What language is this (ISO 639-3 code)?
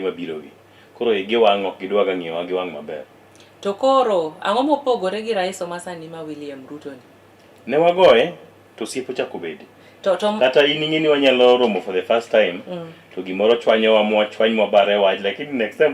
luo